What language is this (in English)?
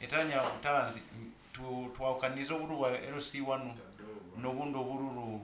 Nyankole